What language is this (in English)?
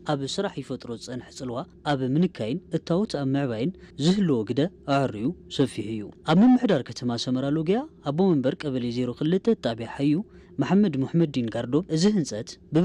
Tigrinya